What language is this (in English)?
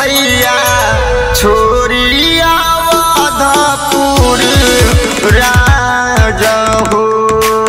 Bhojpuri